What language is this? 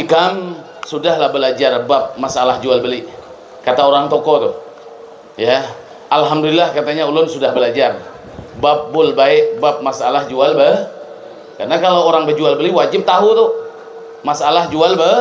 Banjar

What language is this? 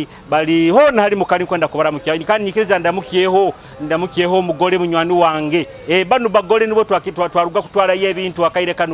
Nyoro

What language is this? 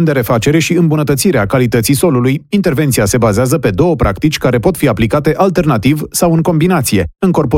Romanian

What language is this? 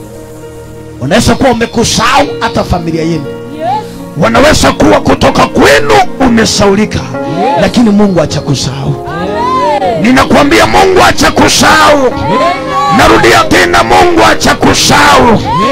Swahili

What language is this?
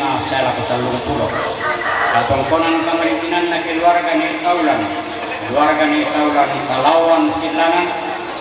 Toraja-Sa'dan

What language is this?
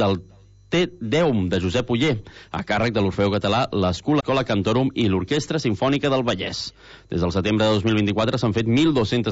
Catalan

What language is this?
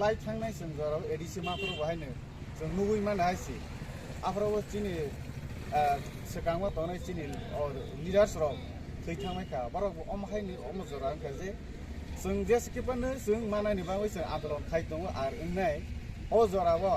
Kok Borok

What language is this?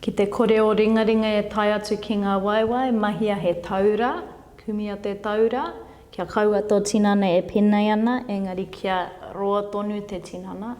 Māori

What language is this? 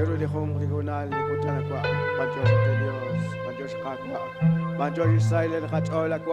Kekchí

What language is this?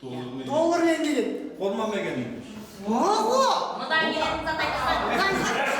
Kara-Kalpak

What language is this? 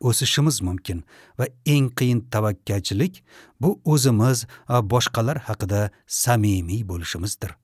Uzbek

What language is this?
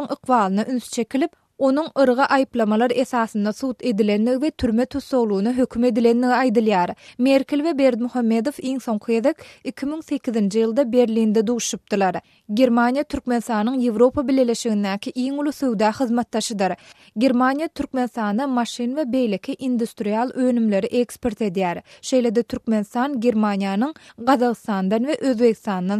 Turkmen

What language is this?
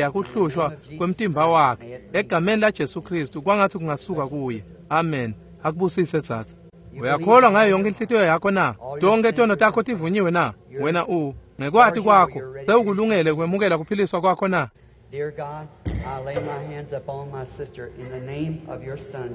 Swati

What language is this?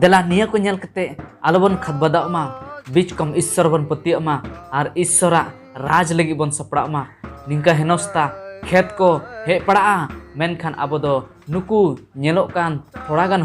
Santali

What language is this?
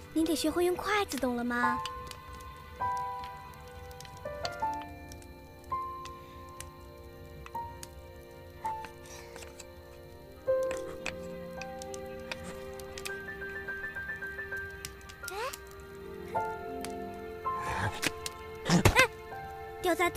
Chinese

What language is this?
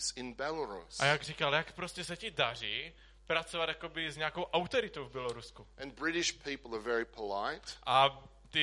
Czech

